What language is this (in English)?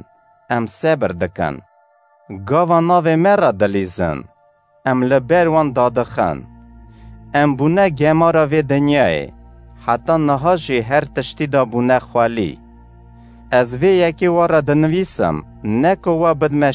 Kurdish